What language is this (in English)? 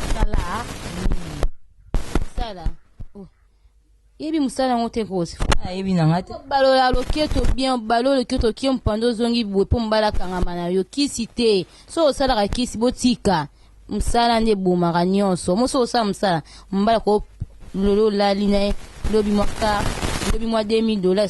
Lingala